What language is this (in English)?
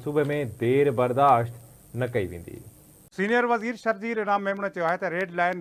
Sindhi